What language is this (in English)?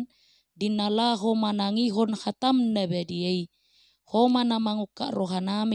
Batak Toba